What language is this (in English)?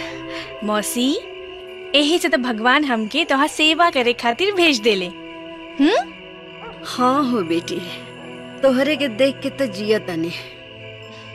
Bhojpuri